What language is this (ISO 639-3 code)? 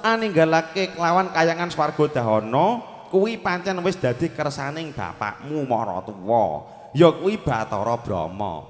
jav